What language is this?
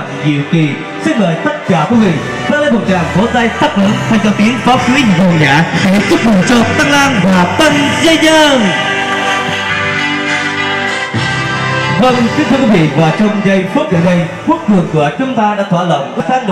Vietnamese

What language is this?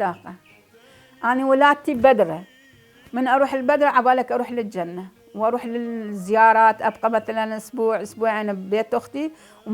Mesopotamian Arabic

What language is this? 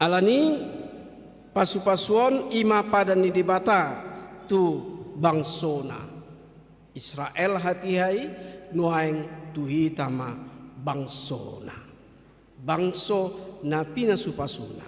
Batak Toba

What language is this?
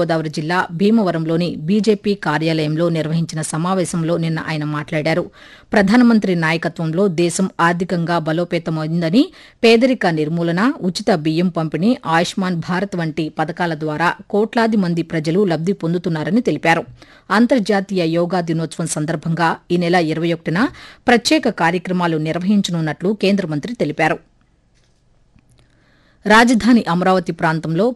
Telugu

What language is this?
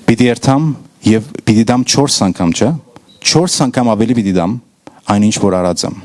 Western Armenian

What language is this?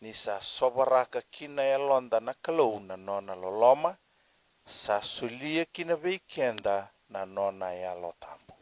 Fijian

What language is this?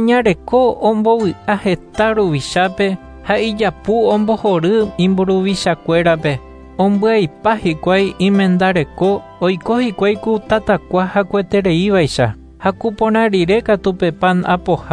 Guarani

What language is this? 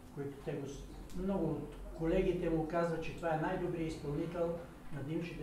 Bulgarian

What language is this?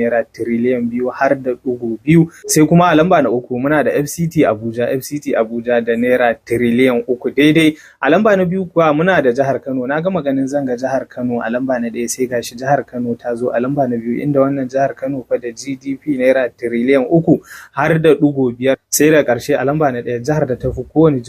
Hausa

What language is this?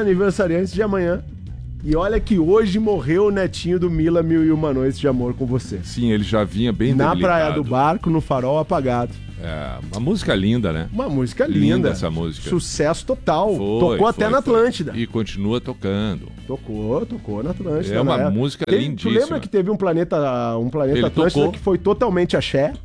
Portuguese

